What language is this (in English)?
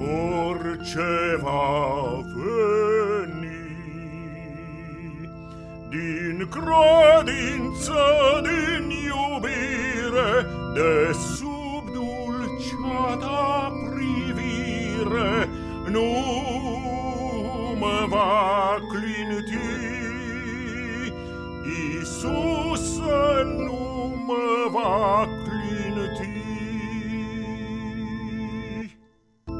Romanian